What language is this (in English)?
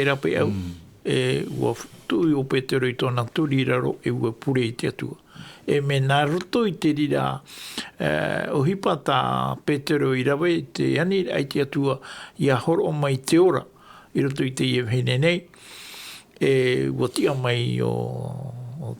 Tahitian